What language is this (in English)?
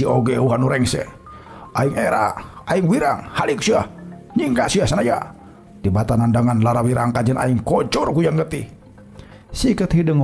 Sundanese